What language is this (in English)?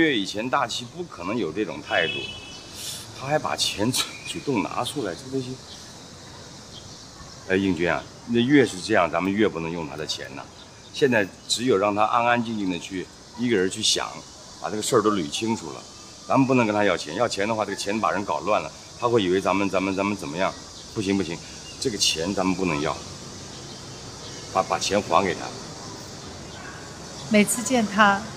Chinese